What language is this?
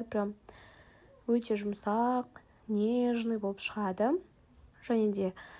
Kazakh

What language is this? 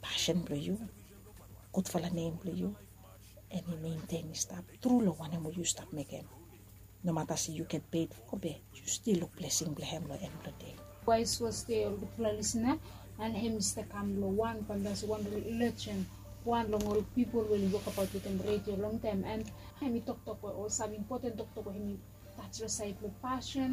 Bislama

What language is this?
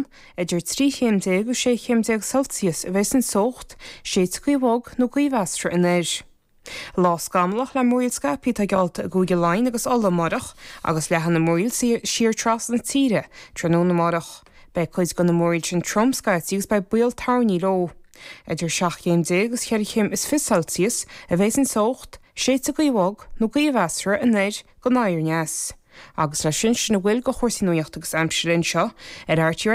Irish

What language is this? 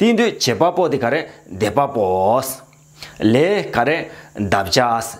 Tibetan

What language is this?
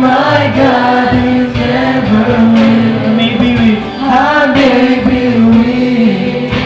Waray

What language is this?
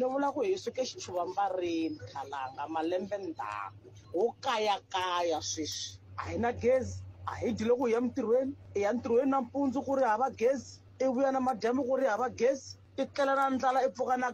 Tsonga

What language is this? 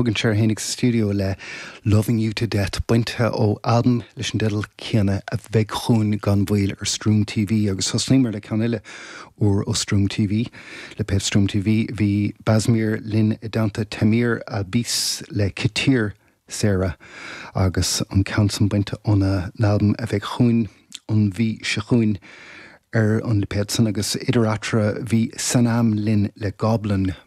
Irish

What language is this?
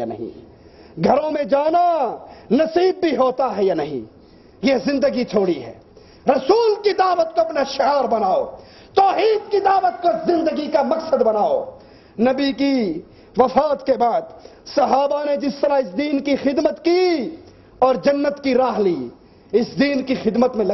Urdu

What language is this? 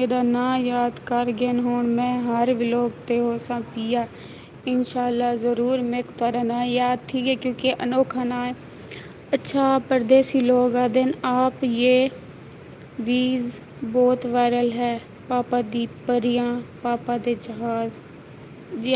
Saraiki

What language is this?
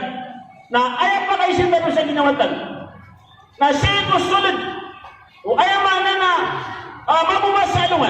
Maranao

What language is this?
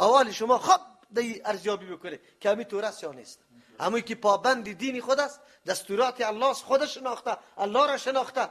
Persian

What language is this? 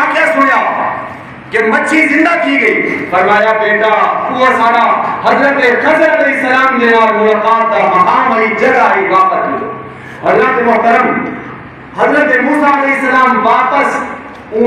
Saraiki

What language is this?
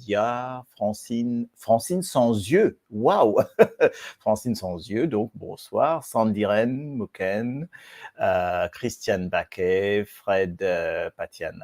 Morisyen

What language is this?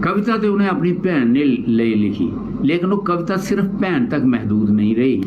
Dogri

